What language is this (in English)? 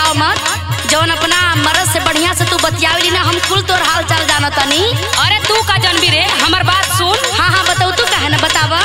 Bhojpuri